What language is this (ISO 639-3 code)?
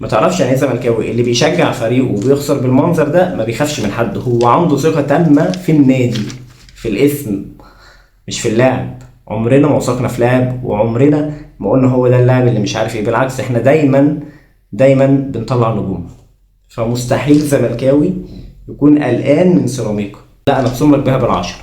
arz